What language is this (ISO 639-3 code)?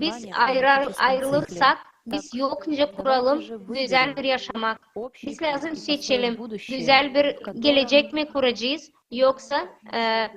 gag